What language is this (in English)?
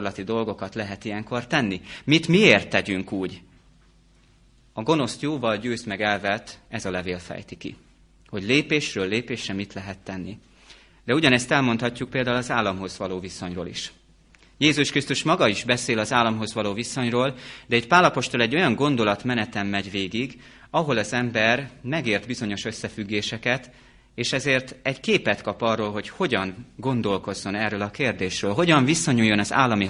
Hungarian